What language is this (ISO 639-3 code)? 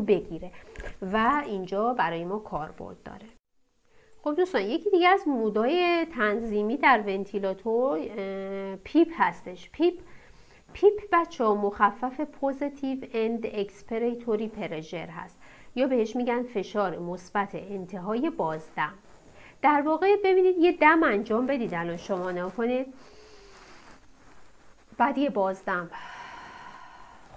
fas